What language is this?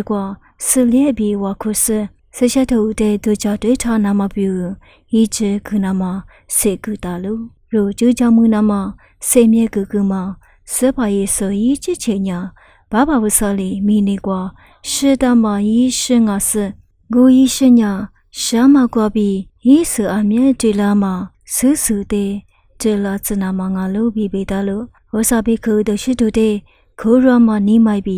Lisu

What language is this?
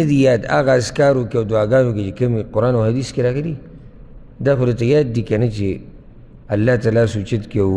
Pashto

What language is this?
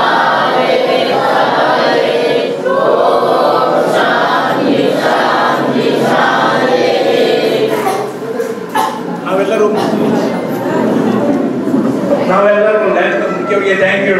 Kannada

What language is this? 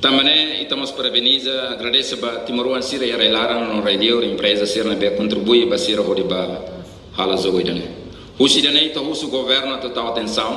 Tetum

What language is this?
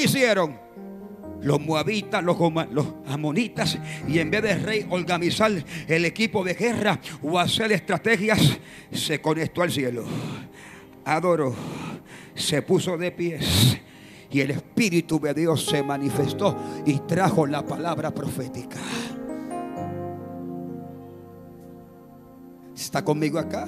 Spanish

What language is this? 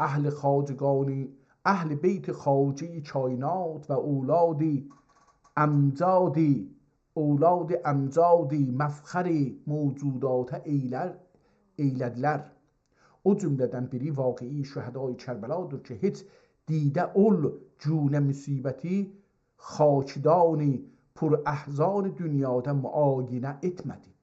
South Azerbaijani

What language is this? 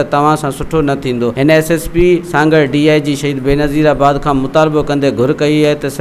Sindhi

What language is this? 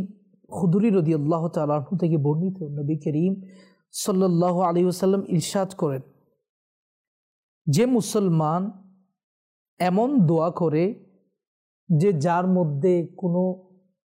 Bangla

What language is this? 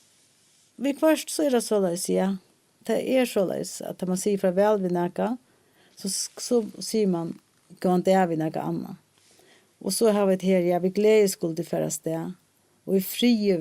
Faroese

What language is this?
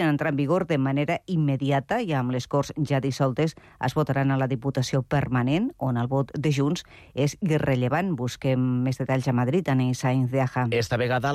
Catalan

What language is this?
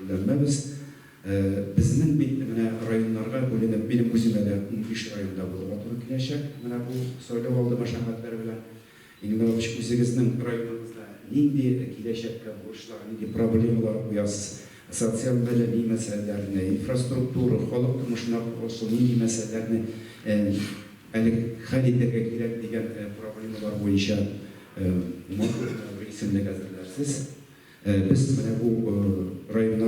Tatar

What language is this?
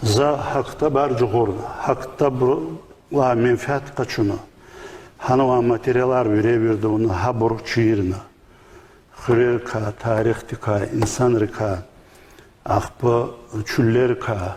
Lezghian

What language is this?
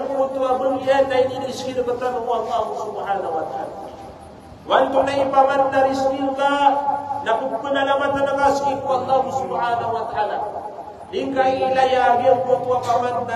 Maranao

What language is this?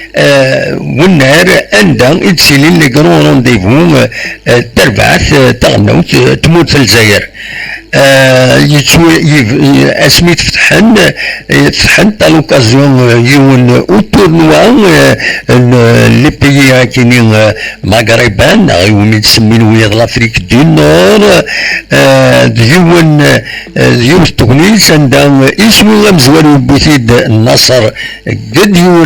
Kabyle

